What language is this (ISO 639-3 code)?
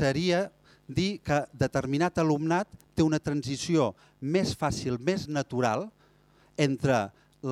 cat